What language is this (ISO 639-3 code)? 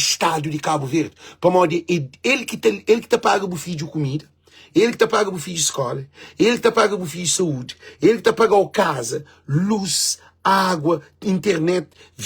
kea